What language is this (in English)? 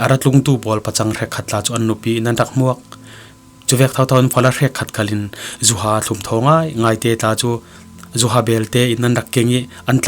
Falam Chin